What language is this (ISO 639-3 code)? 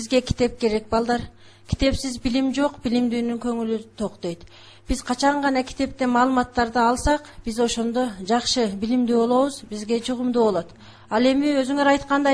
kir